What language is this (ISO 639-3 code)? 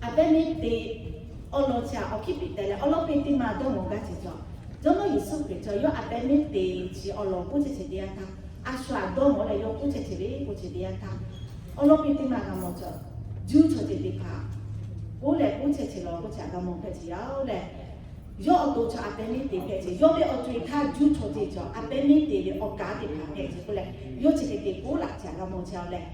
lhu